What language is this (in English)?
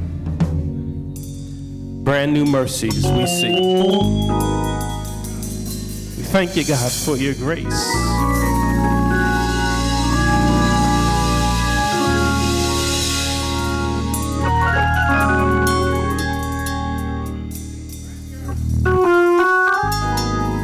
English